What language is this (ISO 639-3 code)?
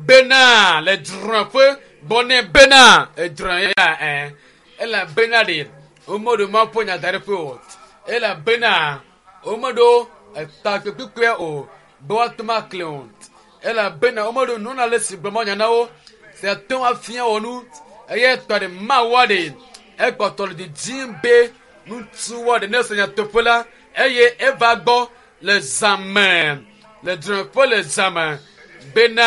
ewe